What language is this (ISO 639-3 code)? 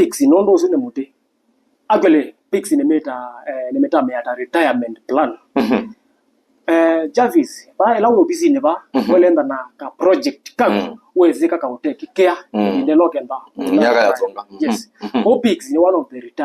kam